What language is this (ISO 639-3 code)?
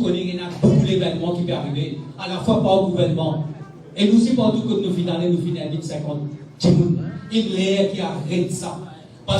mfe